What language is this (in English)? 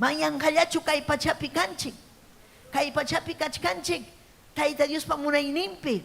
Ayacucho Quechua